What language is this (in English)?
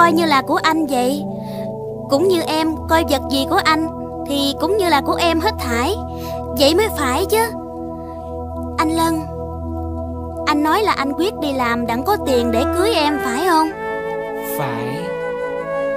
Vietnamese